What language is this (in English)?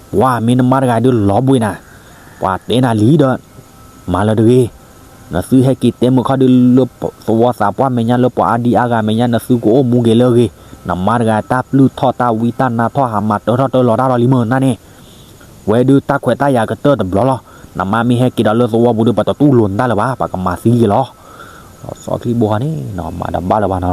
S'gaw Karen